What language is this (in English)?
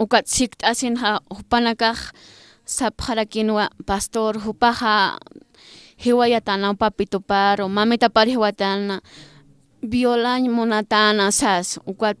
Aymara